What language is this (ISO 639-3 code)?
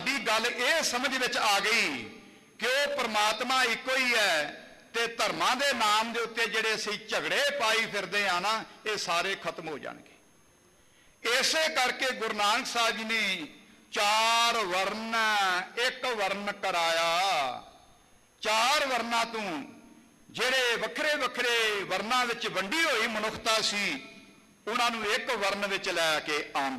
pan